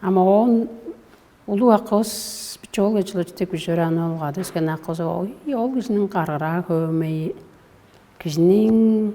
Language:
Tuvinian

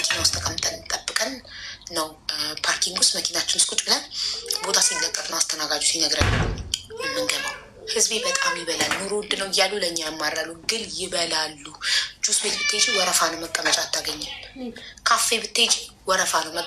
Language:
Amharic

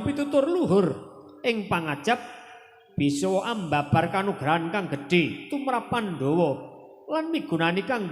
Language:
Javanese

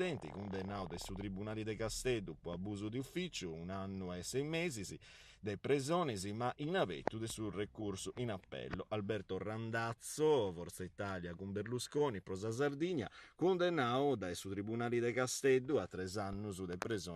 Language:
Sardinian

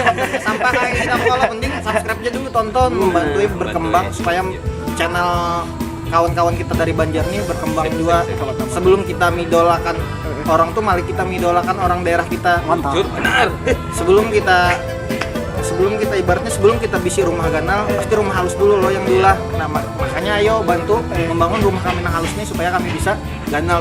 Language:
Banjar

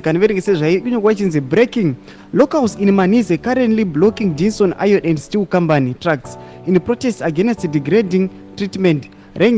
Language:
Shona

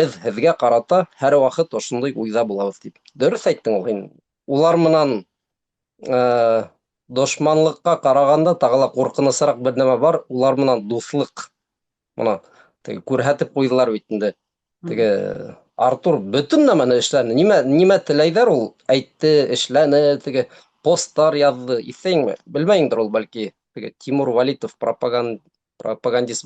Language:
Bashkir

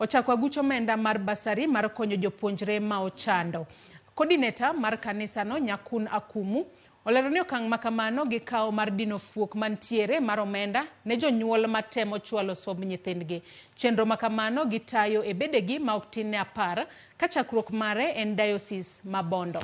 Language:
Luo (Kenya and Tanzania)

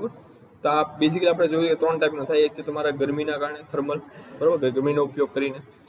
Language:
Gujarati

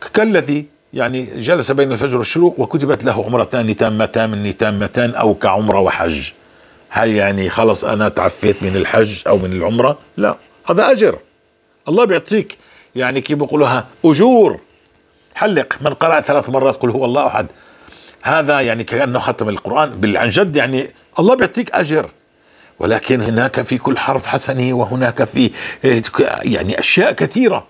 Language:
North Levantine Arabic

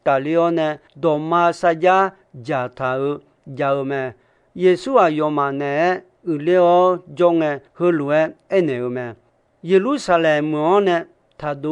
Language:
Akha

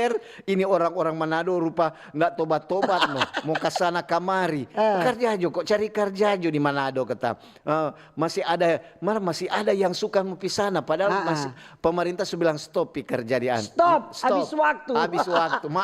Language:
Manado Malay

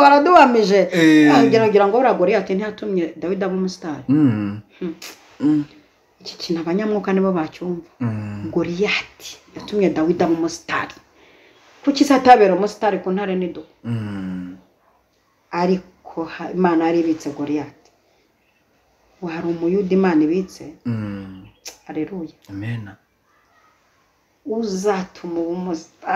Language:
Kinyarwanda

